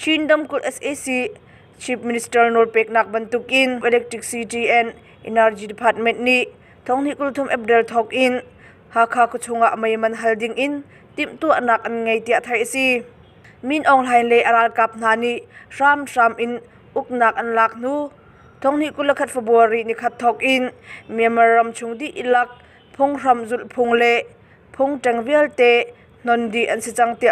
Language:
Hakha Chin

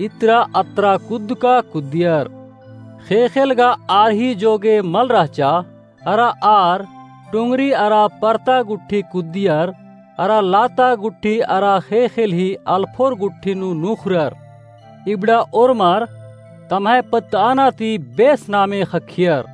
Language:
Kurukh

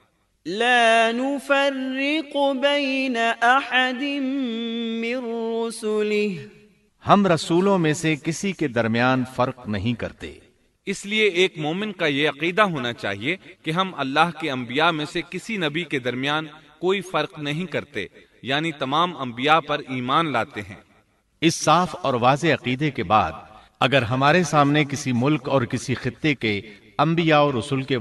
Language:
Urdu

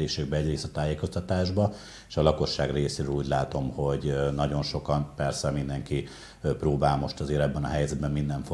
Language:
Hungarian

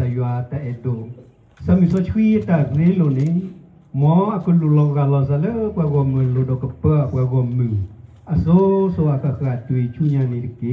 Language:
S'gaw Karen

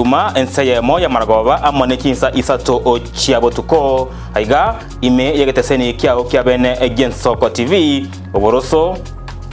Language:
Gusii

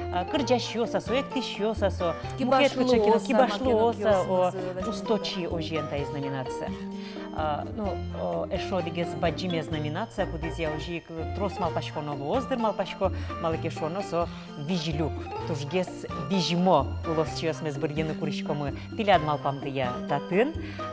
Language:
Udmurt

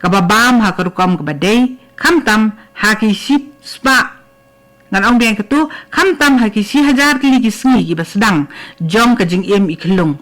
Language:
Khasi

